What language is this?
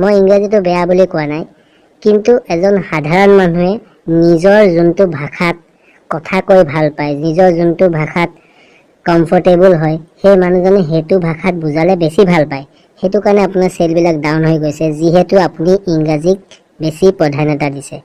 Assamese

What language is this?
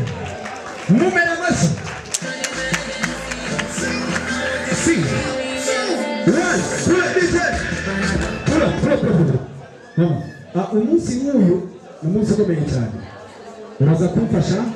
Kinyarwanda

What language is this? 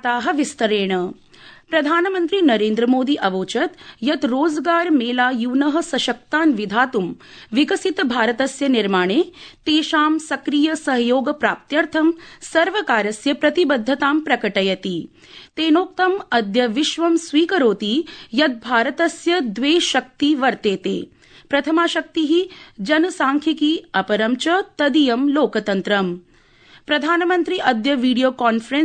Sanskrit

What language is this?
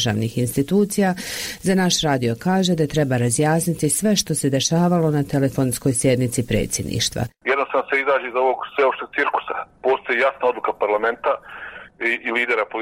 Bosnian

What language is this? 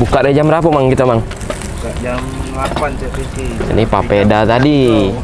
Musi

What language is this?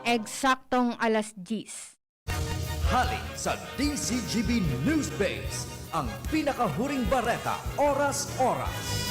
Bikol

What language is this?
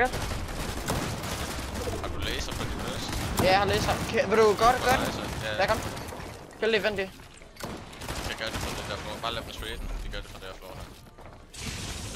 Danish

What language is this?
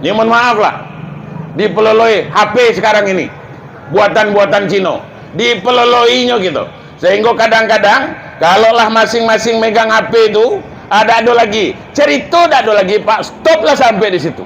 Minangkabau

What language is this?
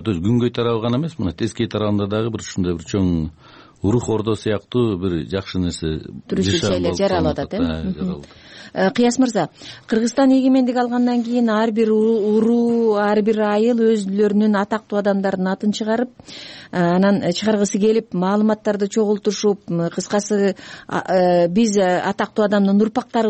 Kyrgyz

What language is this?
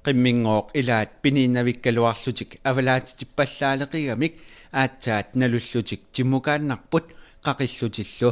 Kalaallisut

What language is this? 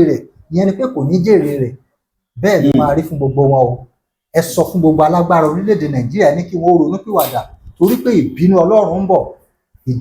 Yoruba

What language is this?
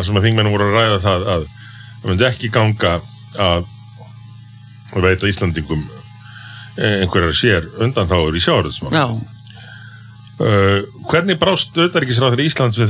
Icelandic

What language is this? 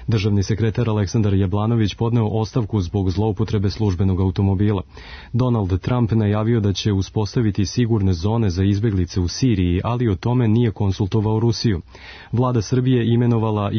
Serbian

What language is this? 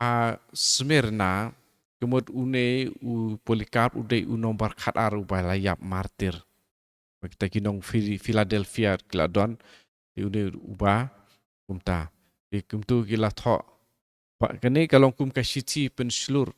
Khasi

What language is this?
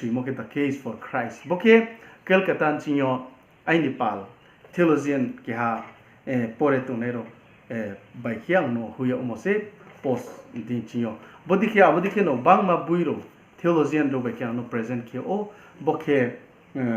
Riang (India)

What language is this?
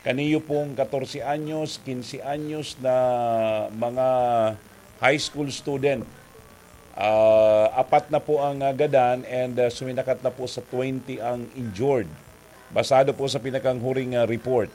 Bikol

